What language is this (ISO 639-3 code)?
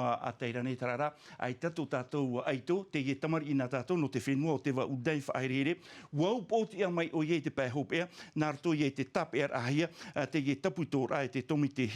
tah